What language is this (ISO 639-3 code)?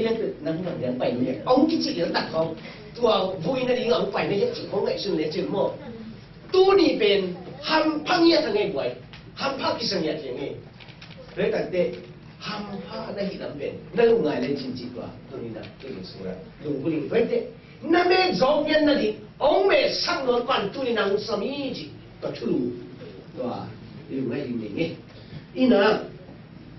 ctd